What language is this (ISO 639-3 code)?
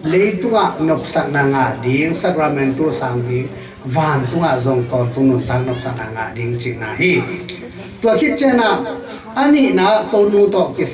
ctd